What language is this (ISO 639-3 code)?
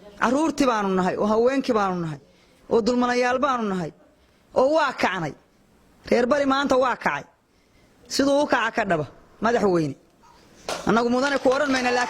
som